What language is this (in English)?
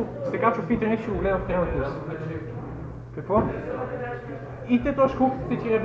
Bulgarian